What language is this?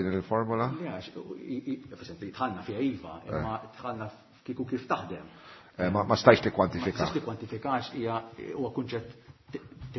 Maltese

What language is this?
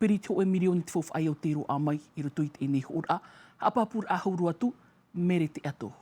Tahitian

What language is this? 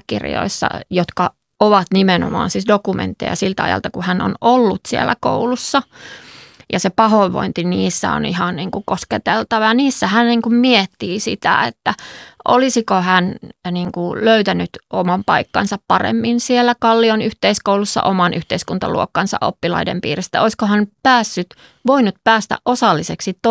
Finnish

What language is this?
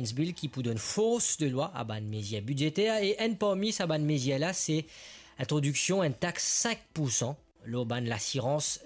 Morisyen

